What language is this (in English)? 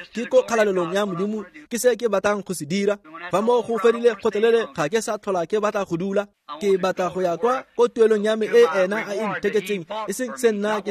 Tswana